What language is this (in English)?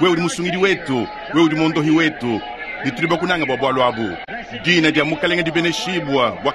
Luba-Lulua